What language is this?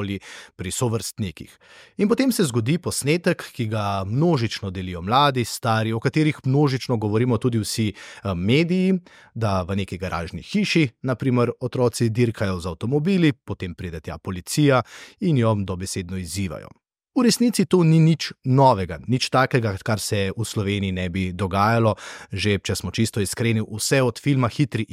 Slovenian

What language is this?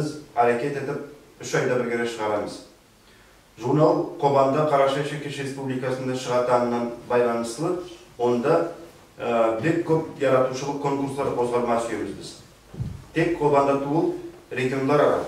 Nogai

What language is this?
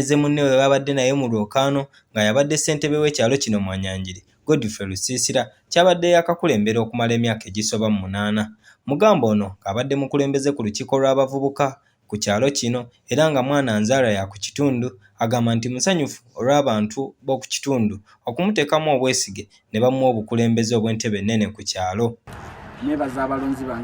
Ganda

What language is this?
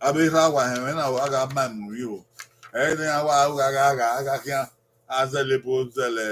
Bini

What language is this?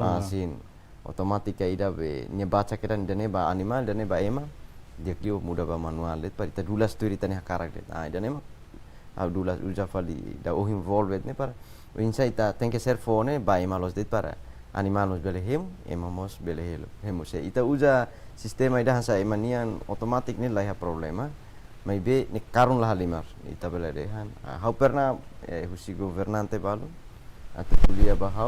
Tetum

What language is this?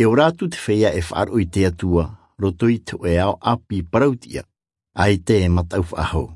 Tahitian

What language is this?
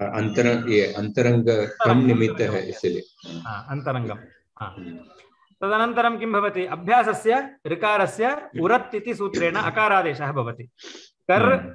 Sanskrit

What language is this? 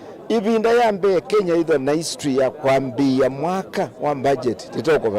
Kamba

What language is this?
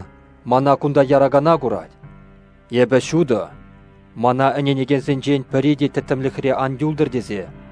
Chuvash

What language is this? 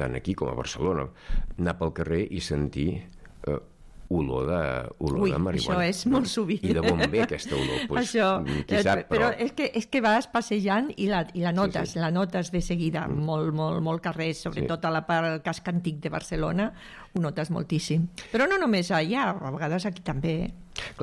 Catalan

